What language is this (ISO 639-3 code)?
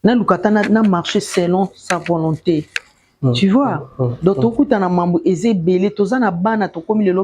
lin